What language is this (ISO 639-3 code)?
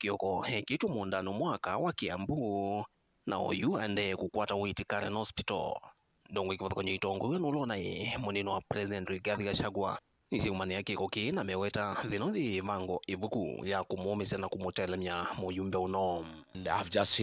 kam